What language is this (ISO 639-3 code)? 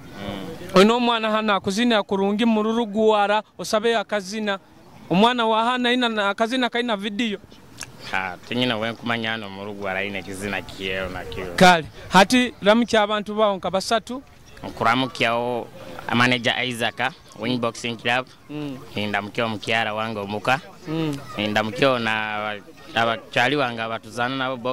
nyo